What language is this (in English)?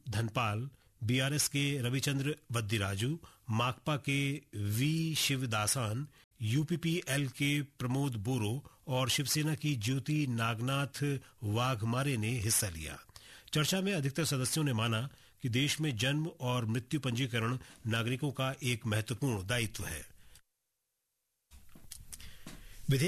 Hindi